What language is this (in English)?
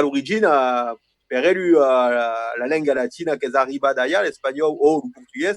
Occitan